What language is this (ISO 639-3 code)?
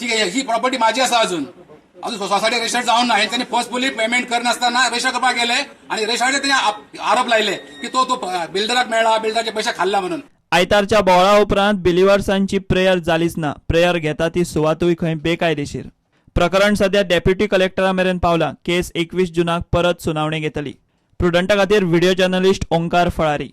kok